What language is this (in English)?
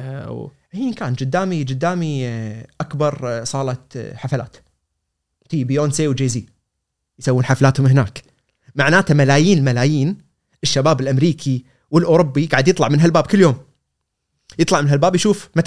Gulf Arabic